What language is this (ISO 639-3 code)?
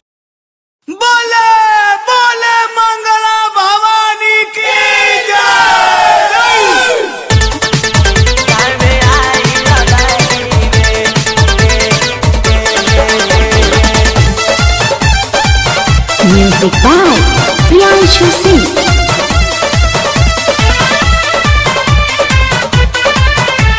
bho